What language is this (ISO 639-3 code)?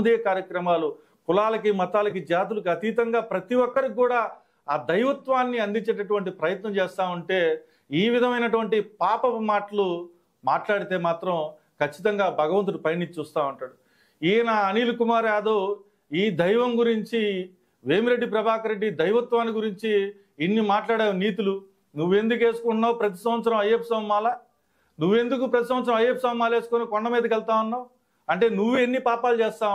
tel